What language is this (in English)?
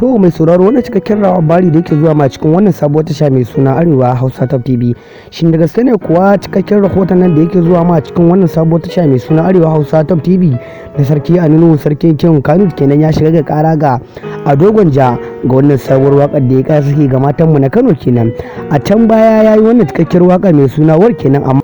Hausa